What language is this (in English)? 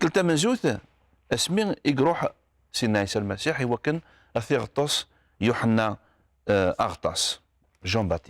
Kabyle